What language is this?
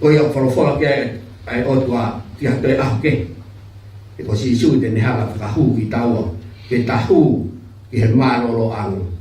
Tongan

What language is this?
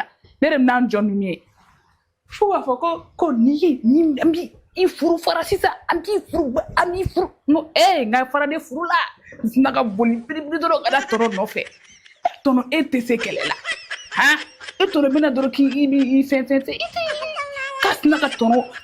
Bambara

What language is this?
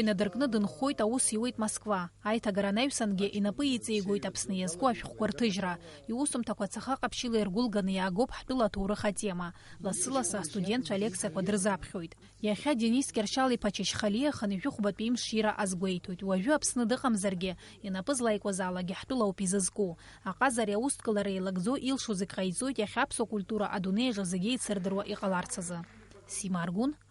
Abkhazian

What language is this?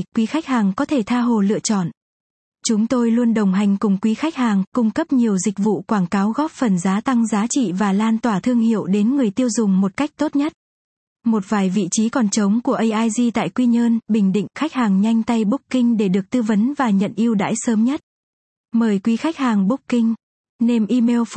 Vietnamese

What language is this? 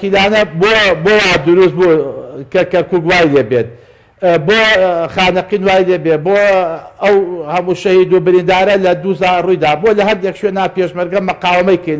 Central Kurdish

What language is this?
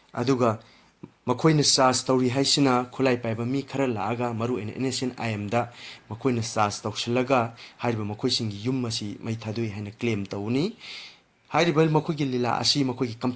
Manipuri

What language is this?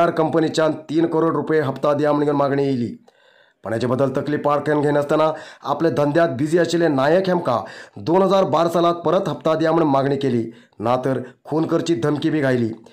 Konkani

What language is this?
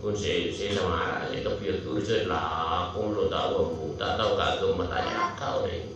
Madurese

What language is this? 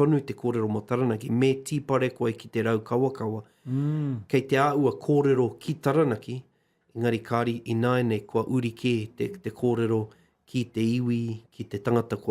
Māori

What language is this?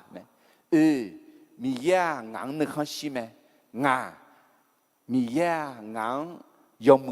Akha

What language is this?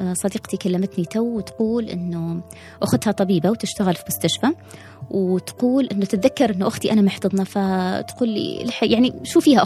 Gulf Arabic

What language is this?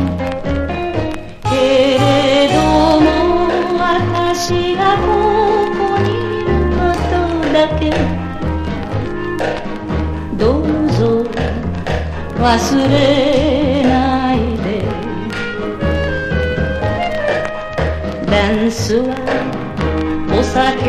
Japanese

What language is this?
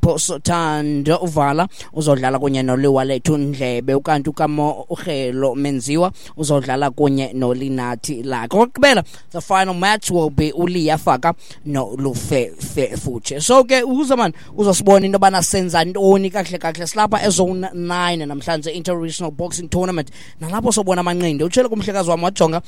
Xhosa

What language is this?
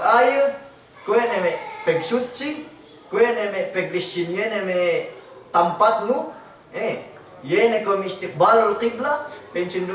Yakan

